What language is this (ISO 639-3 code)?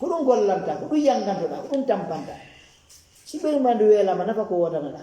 ful